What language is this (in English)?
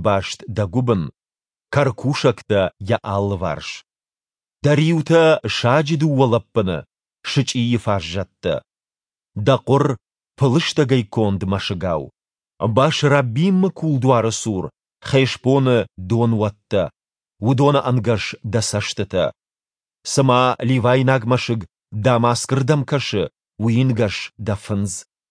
Ossetic